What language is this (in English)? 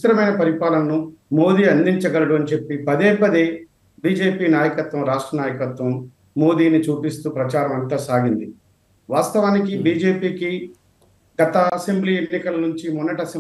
Telugu